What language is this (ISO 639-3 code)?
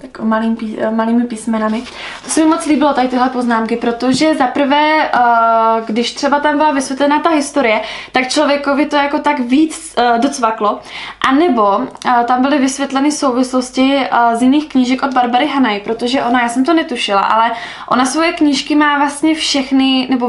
ces